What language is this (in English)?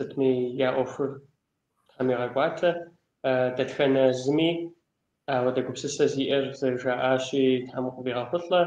Kabardian